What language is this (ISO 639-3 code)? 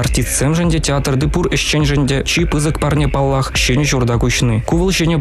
chv